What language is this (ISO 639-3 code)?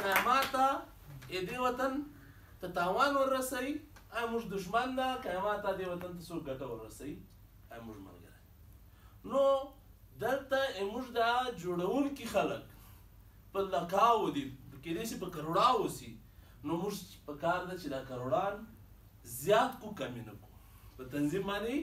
pus